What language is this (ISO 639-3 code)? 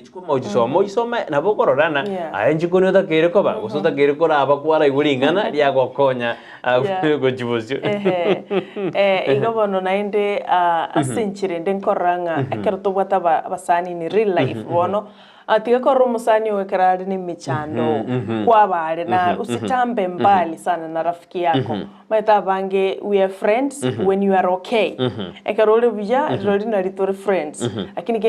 guz